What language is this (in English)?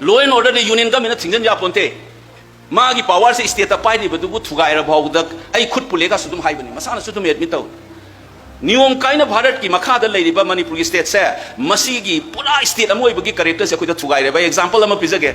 Manipuri